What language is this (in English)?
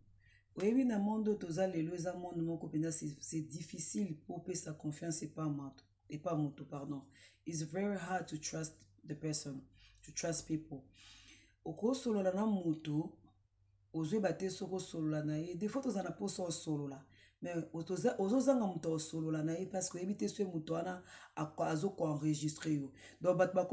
Lingala